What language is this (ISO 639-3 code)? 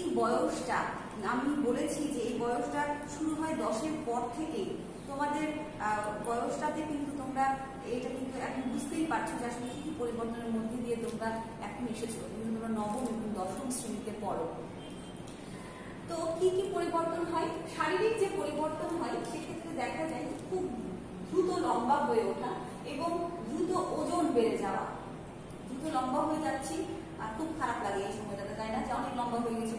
ben